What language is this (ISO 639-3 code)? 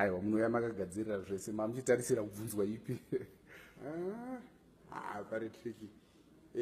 sna